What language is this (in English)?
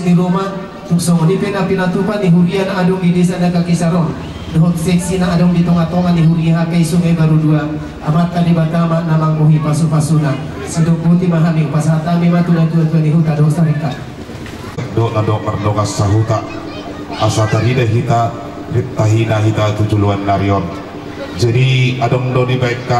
Batak Toba